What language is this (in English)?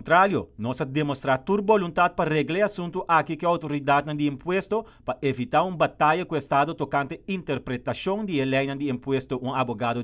Papiamento